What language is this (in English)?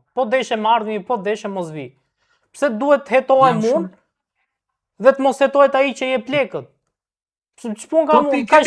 Albanian